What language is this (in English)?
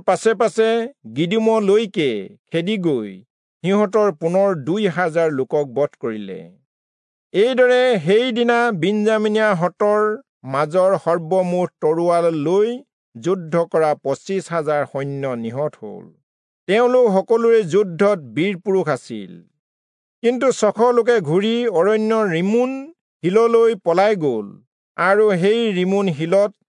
Assamese